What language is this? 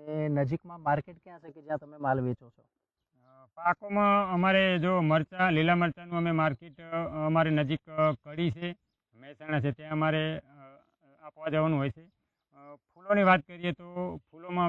Gujarati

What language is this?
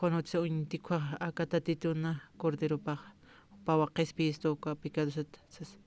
Aymara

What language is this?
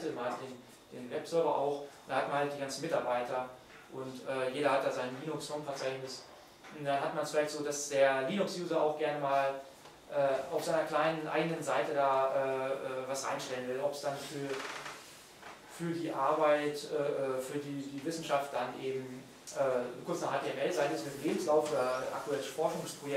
German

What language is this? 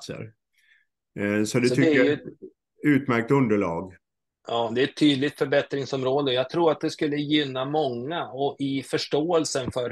Swedish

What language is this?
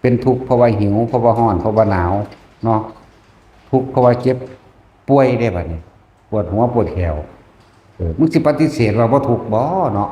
Northeastern Thai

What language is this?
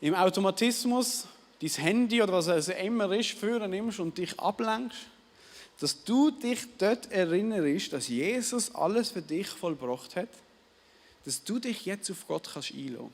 Swiss German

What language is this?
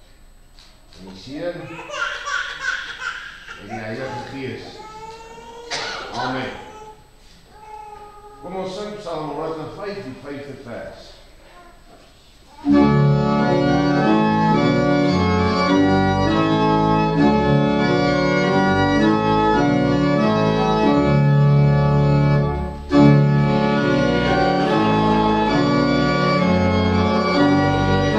Afrikaans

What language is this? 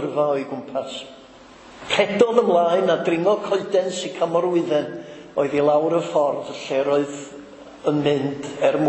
Welsh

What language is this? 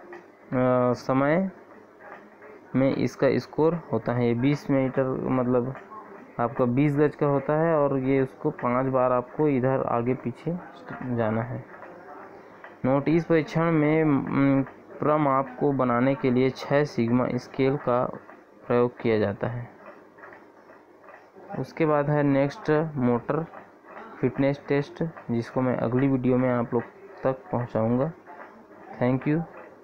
Hindi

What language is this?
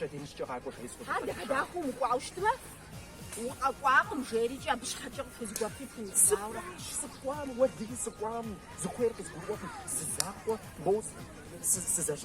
Kabardian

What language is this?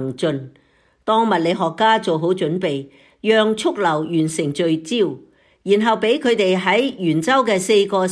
Cantonese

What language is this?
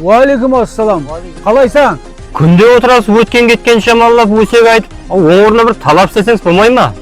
Kara-Kalpak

